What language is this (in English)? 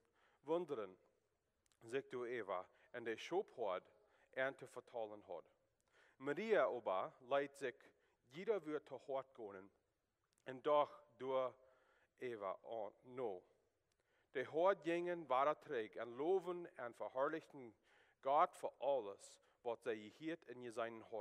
Plautdietsch